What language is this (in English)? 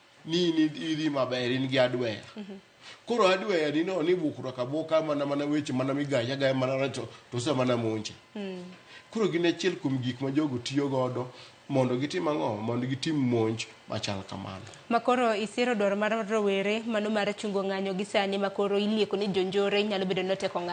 Luo (Kenya and Tanzania)